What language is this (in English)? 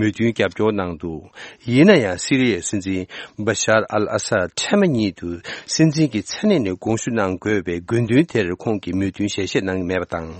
Tibetan